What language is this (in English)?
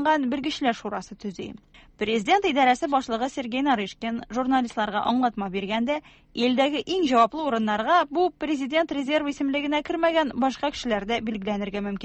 Tatar